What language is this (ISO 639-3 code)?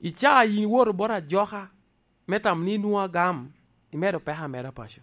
laj